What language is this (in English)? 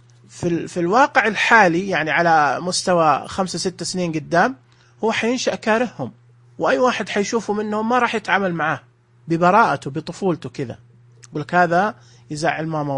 Najdi Arabic